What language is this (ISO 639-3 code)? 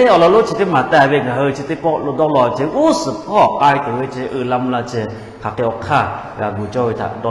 lhu